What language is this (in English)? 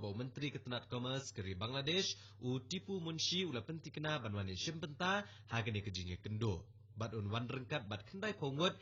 Khasi